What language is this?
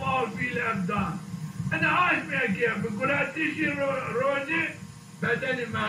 Zaza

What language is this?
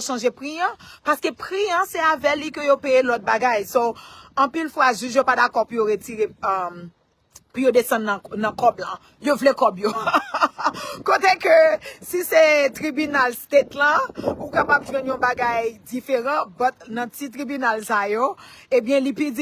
Haitian Creole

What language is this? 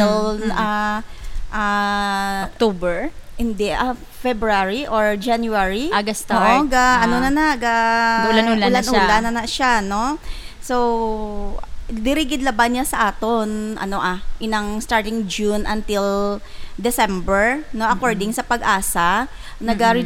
Hiligaynon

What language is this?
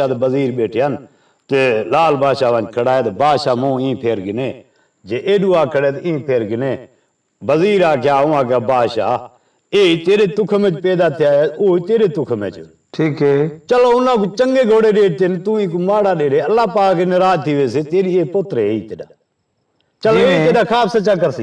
Saraiki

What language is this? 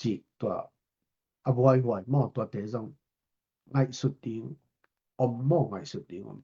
Tedim Chin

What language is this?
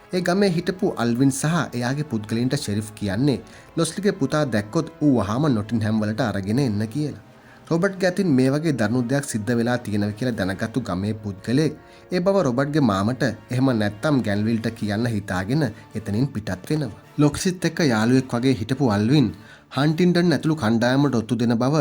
Sinhala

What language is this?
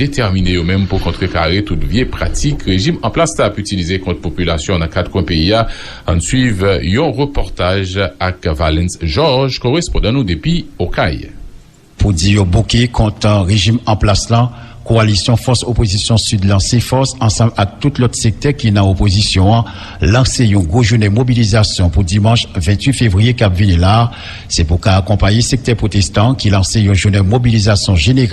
Haitian Creole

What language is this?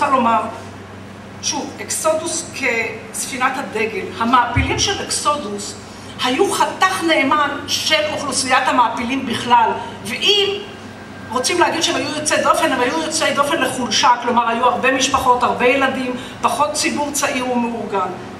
Hebrew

